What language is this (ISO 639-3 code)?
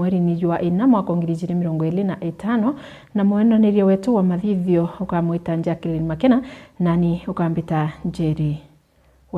mer